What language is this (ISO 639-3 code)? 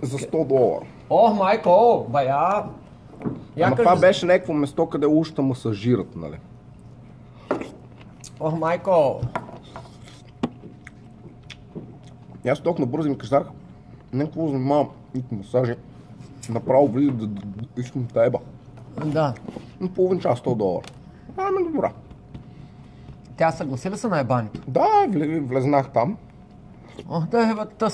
bul